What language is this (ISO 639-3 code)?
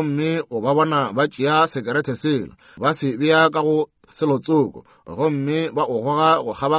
nso